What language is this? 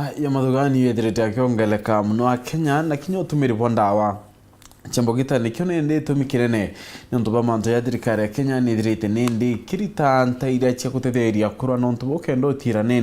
Meru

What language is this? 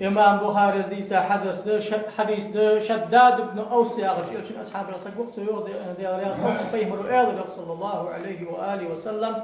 Ingush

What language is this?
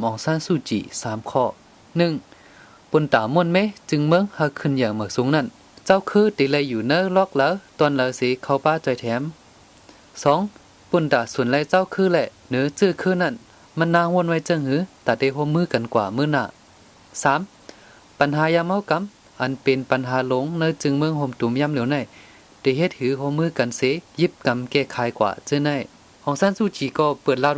Shan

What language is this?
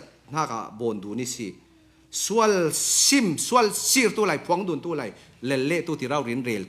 Falam Chin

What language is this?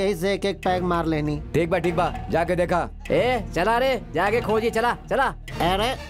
Bhojpuri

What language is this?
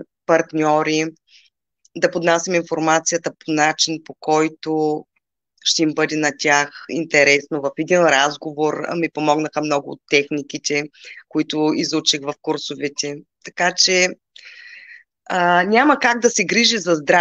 Bulgarian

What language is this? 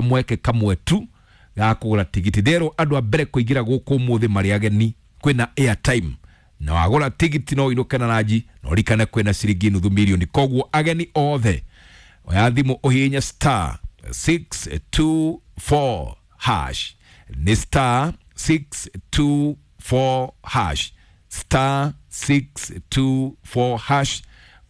Kikuyu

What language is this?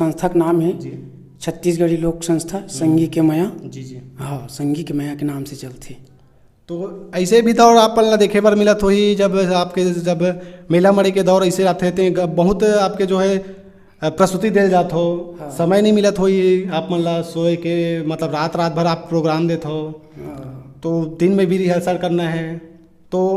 Chhattisgarhi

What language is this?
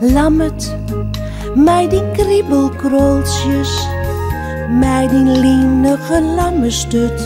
Western Frisian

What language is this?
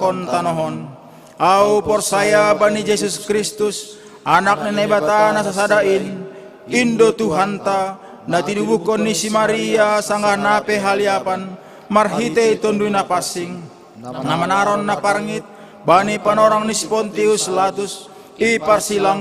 Batak Simalungun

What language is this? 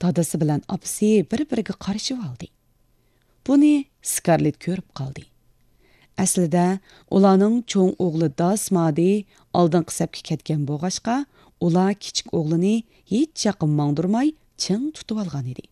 Uyghur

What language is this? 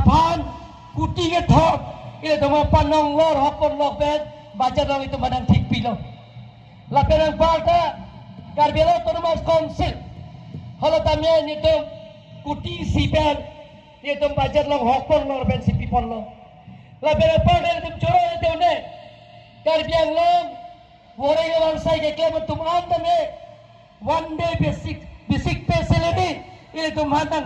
Karbi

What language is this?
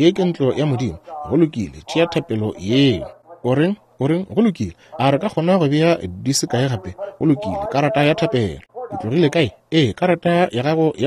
Northern Sotho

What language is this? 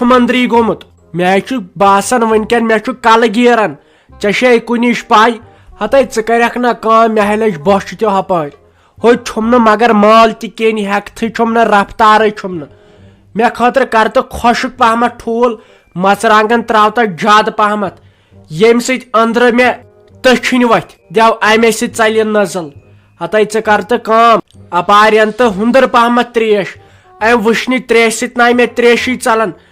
Kashmiri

